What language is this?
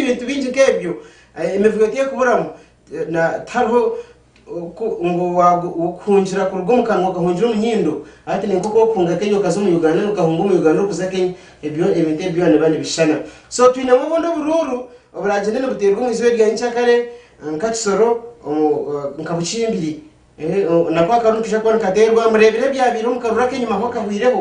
Nyankole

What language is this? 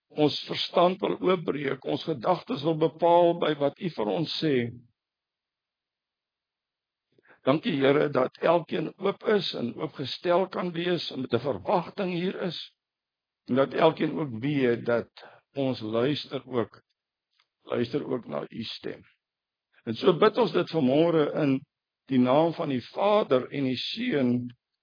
Afrikaans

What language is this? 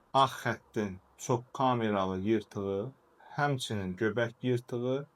Azerbaijani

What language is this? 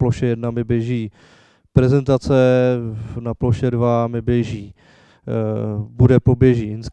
Czech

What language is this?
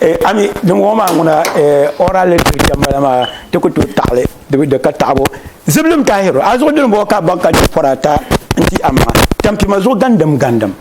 Dagbani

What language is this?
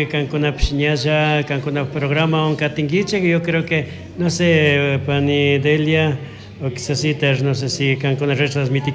Chimborazo Highland Quichua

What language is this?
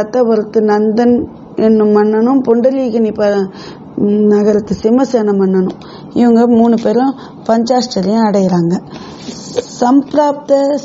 Tamil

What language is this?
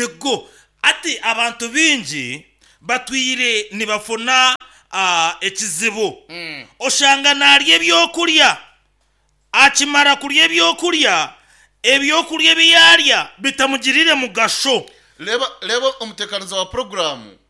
Nyankole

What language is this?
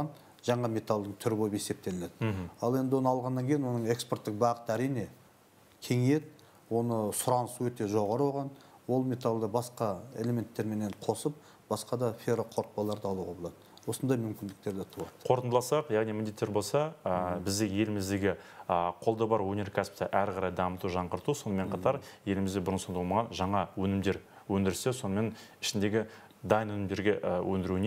Kazakh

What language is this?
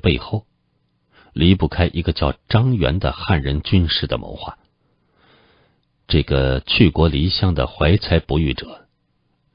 Chinese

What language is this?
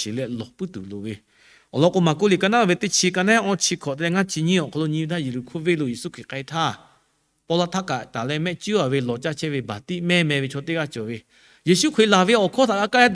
Lahu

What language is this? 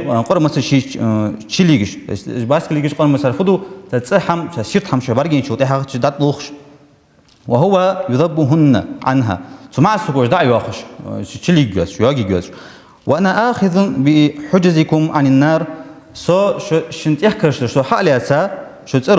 Ingush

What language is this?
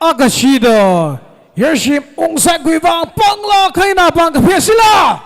Tangkhul Naga (India)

